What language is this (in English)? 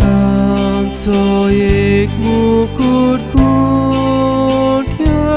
Konkani